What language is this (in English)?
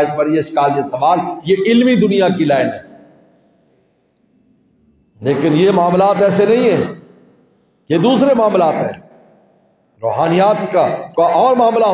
Urdu